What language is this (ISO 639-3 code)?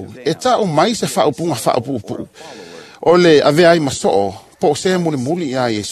smo